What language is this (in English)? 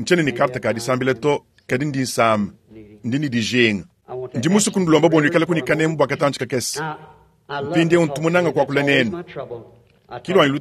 Luba-Lulua